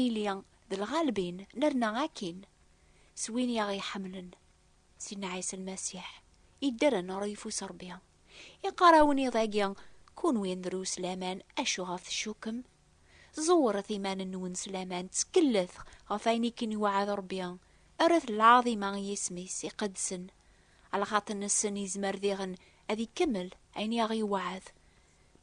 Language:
Kabyle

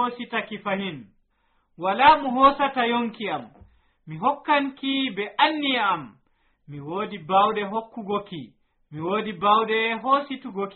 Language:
Nigerian Fulfulde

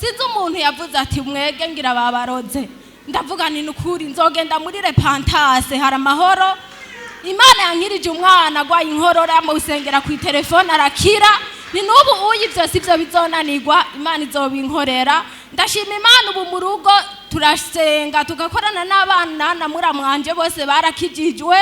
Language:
Rundi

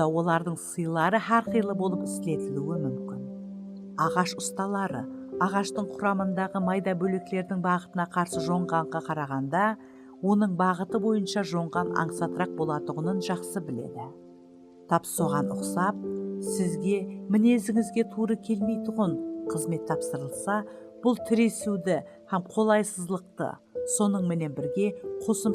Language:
Kara-Kalpak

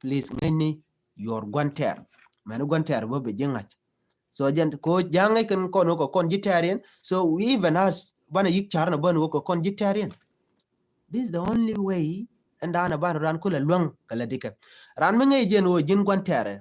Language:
Nuer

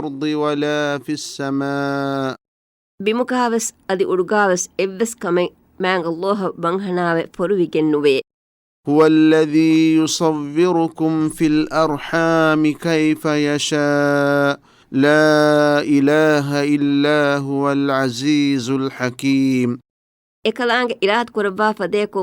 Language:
Divehi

